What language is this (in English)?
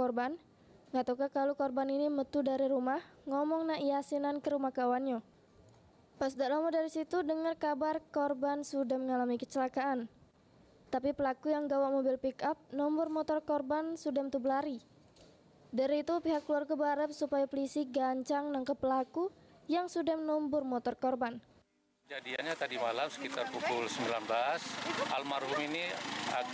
Musi